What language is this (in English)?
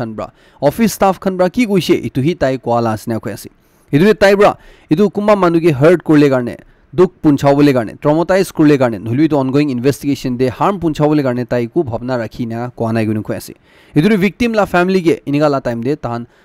Naga Pidgin